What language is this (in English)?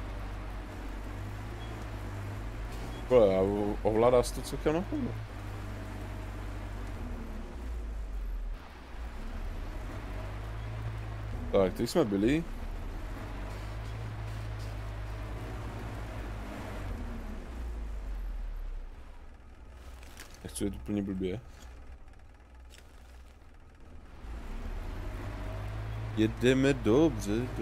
Czech